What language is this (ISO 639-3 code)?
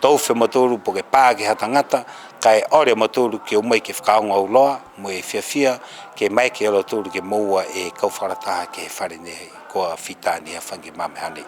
niu